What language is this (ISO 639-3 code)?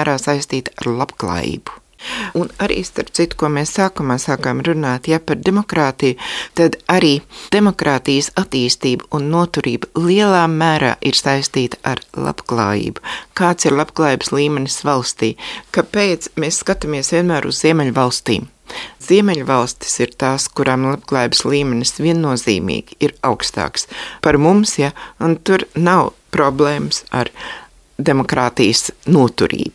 lav